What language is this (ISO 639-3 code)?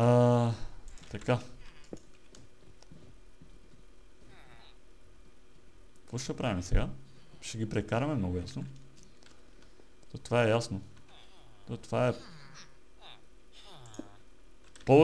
bul